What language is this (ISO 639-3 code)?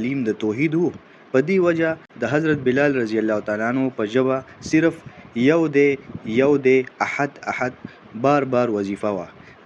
pus